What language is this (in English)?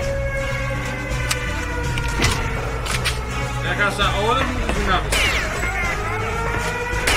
Greek